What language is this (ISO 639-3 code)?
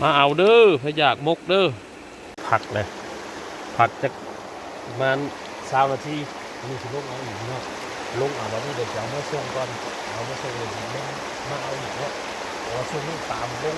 tts